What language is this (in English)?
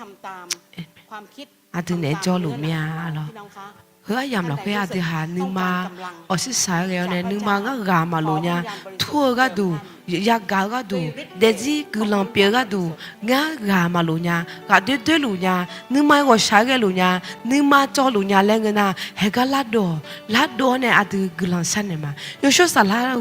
Akha